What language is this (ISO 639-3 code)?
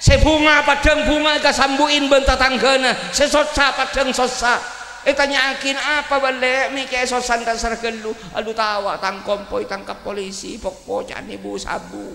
mad